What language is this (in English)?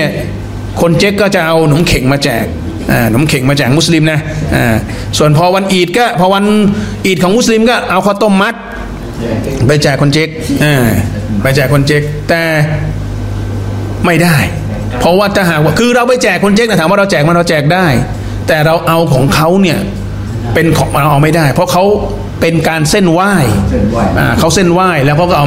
Thai